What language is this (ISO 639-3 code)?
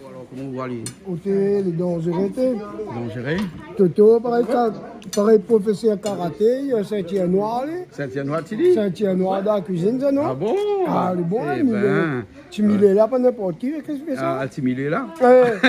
rcf